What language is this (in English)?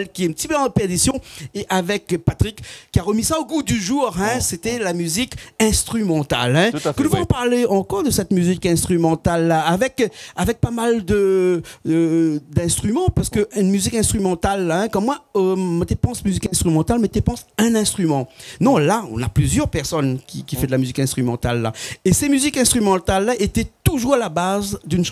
Réunion Creole French